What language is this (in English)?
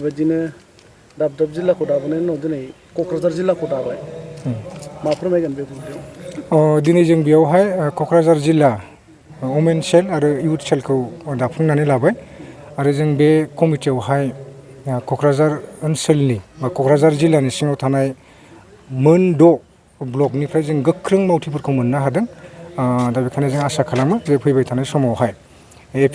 Bodo